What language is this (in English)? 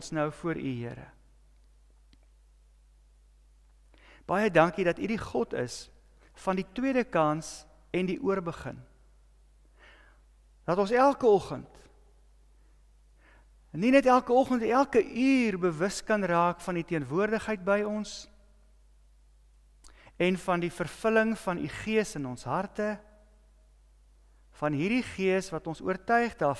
Afrikaans